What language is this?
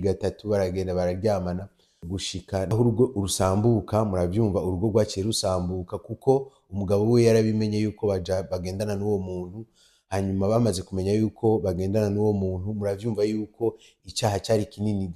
Rundi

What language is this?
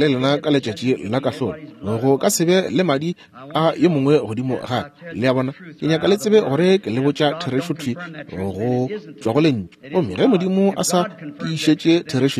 Northern Sotho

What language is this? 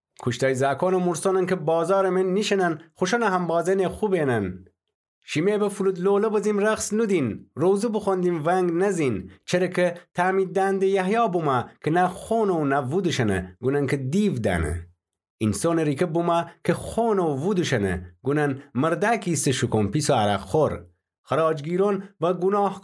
Gilaki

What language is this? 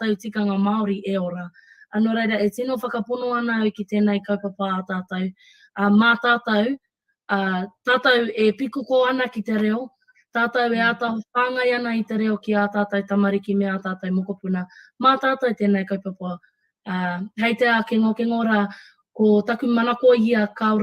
Māori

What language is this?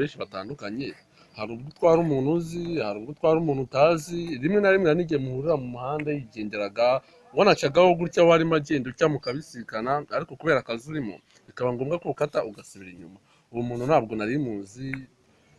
Kinyarwanda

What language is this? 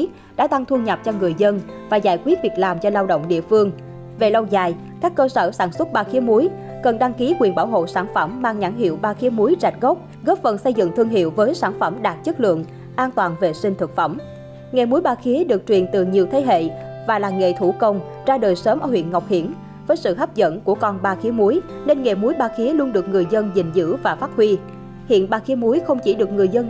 Vietnamese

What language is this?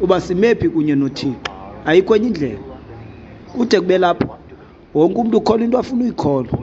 Xhosa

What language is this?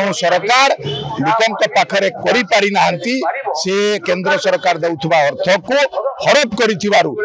Odia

